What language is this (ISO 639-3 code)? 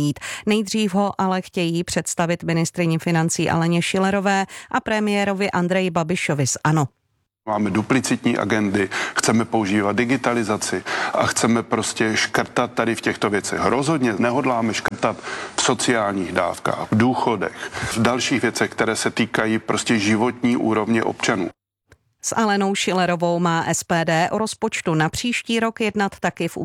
ces